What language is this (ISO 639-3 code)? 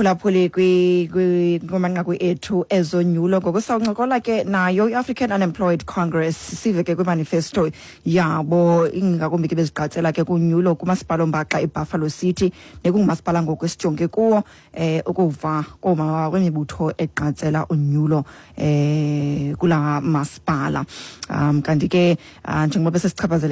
xho